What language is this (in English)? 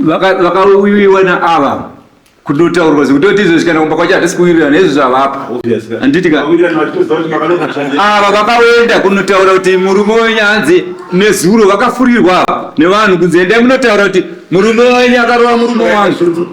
Shona